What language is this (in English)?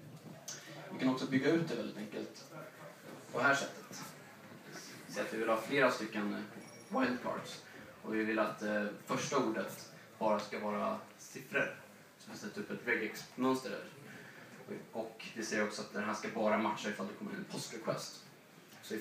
Swedish